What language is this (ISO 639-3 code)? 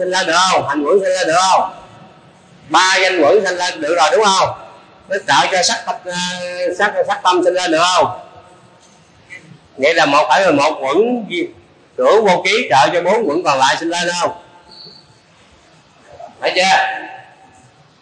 vie